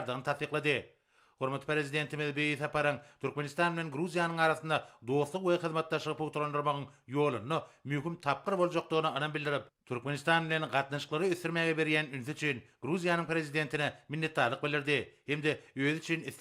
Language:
Turkmen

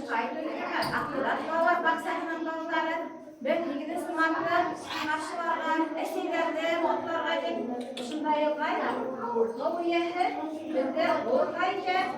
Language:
Bashkir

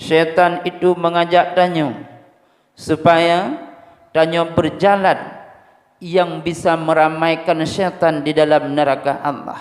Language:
Achinese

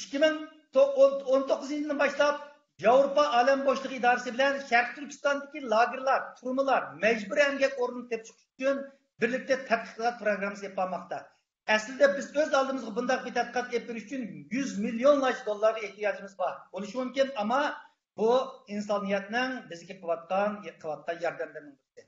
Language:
Uyghur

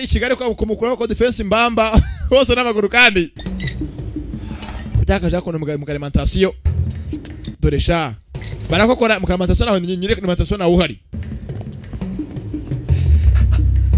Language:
Kinyarwanda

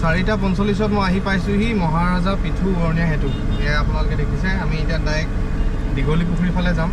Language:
Assamese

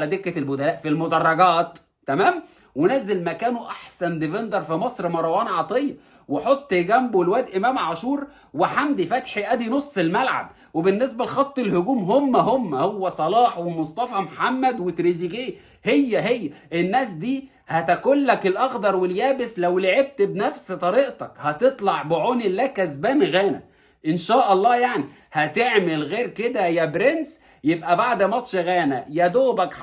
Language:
Egyptian Arabic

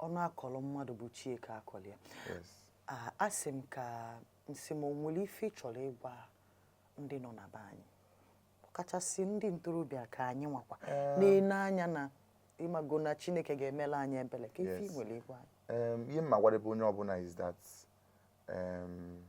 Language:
Igbo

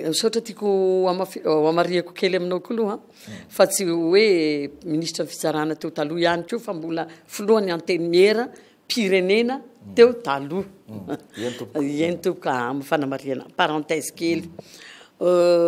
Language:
Malagasy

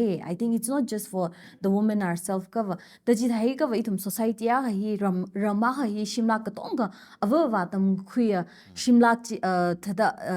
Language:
Tangkhul Naga (India)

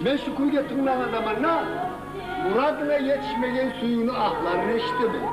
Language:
Kumyk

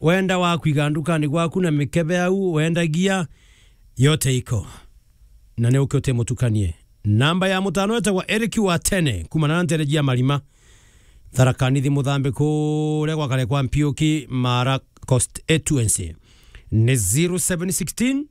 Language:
Meru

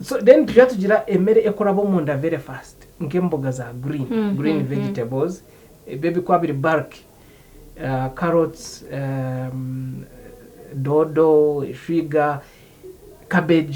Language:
Nyankole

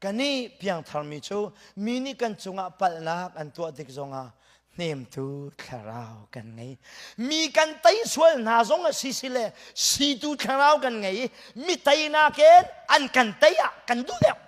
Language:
Hakha Chin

